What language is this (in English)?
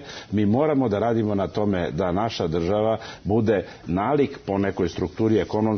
Serbian